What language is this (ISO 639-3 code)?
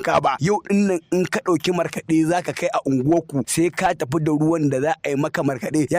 hau